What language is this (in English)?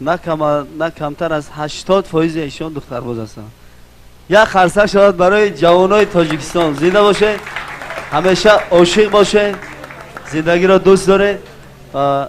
Tajik